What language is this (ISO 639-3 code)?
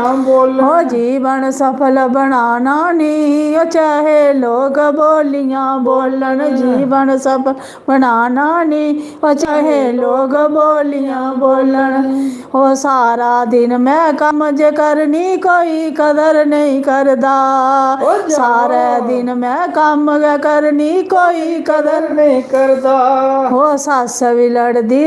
doi